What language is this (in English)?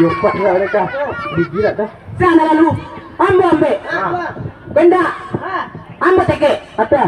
Minangkabau